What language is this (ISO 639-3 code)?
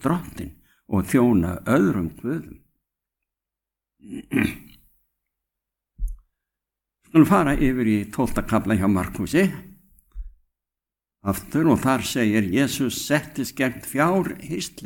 isl